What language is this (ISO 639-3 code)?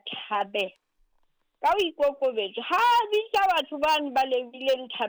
sot